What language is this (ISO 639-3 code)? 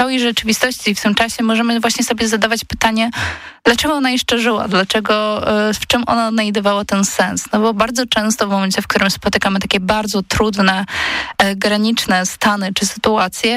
pol